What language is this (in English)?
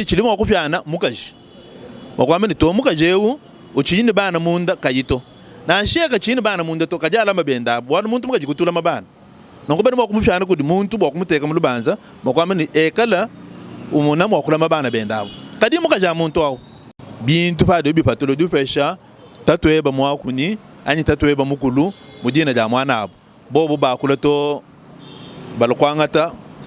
Luba-Lulua